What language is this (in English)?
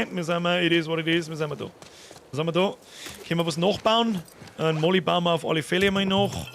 Bavarian